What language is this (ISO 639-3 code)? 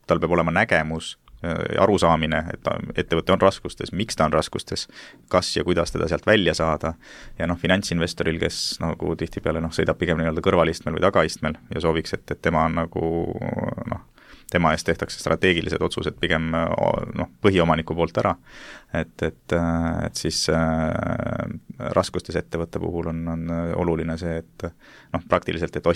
est